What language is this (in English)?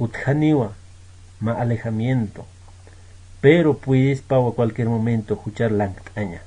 Aymara